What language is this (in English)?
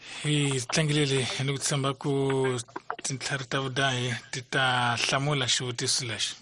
Tsonga